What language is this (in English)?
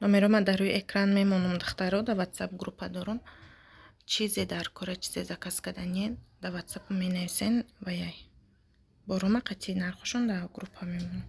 Tajik